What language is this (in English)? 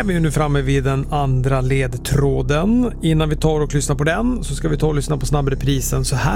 Swedish